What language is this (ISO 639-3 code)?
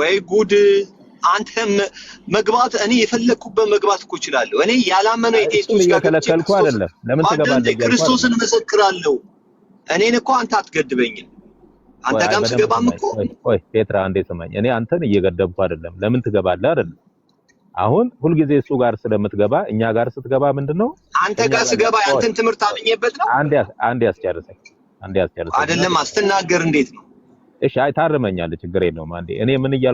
amh